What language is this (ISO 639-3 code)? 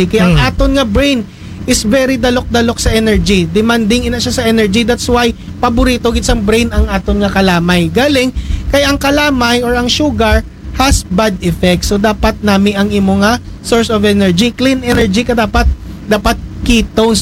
akl